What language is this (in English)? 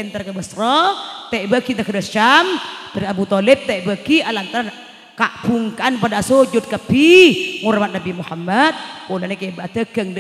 Madurese